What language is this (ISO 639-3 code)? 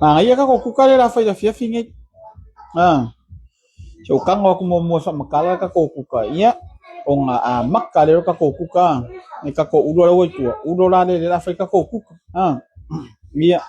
smo